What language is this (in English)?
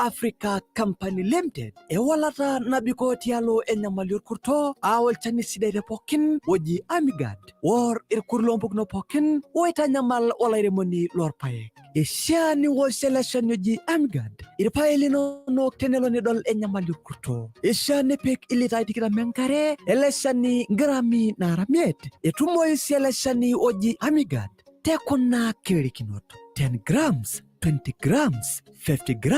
Masai